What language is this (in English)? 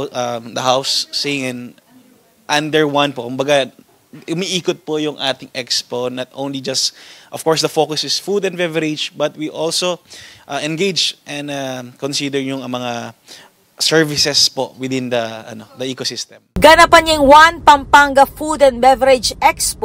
Pampanga